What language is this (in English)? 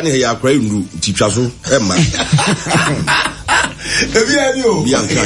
Akan